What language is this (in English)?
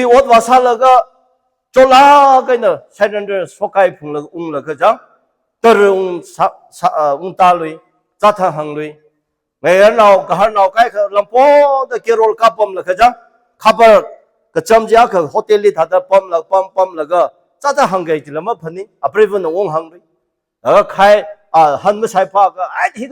Tangkhul Naga (India)